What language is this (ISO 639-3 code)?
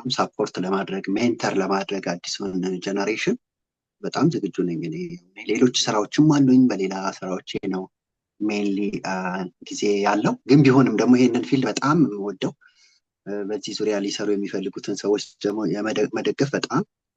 amh